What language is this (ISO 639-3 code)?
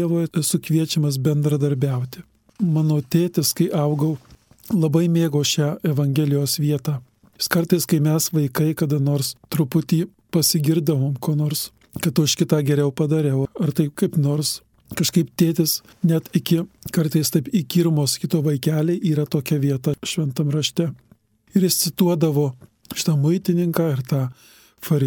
lit